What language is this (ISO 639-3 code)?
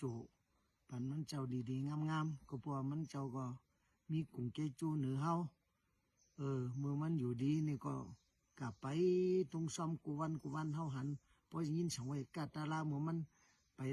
shn